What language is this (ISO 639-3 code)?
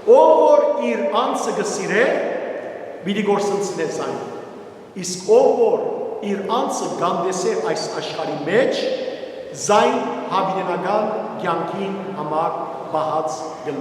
hyw